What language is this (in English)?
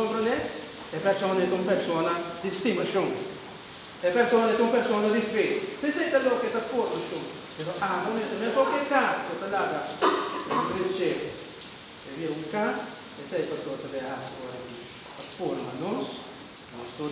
Papiamento